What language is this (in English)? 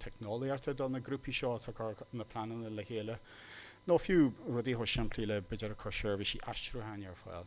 Irish